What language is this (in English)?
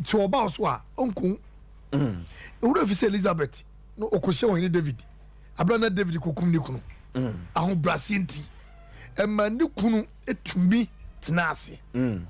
Akan